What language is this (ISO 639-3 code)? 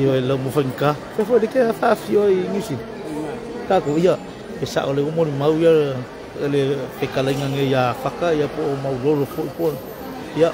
smo